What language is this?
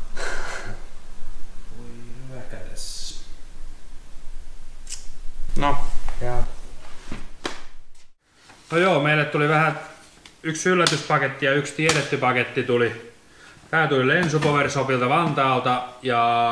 Finnish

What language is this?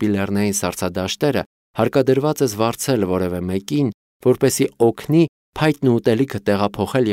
Armenian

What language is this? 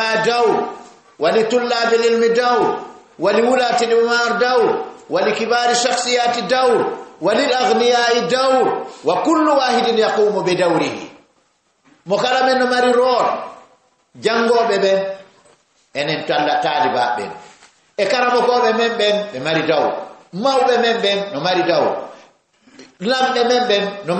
Fula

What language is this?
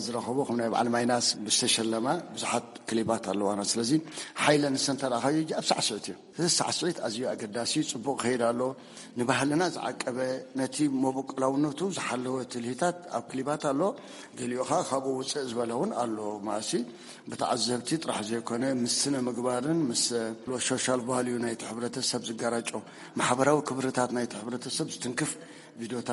Tigrinya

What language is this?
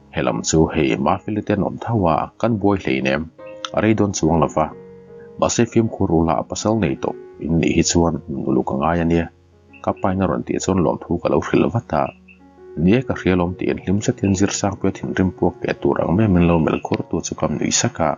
Mizo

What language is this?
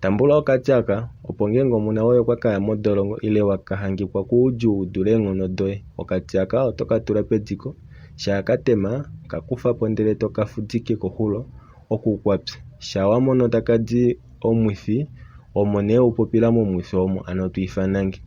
Kuanyama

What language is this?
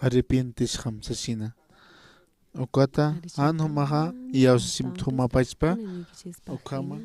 Aymara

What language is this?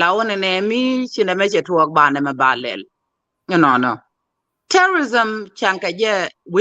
Nuer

